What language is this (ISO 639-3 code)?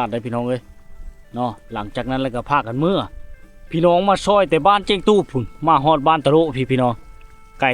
lao